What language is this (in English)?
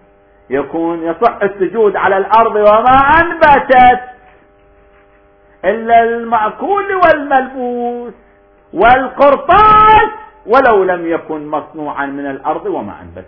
Arabic